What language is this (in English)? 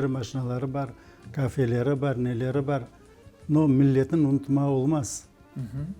Crimean Tatar